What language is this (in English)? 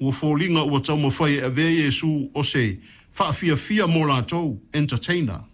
Samoan